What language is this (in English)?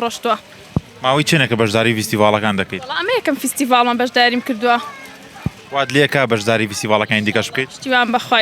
Central Kurdish